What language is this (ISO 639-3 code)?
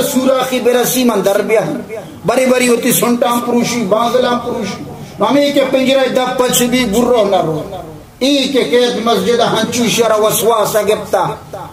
bal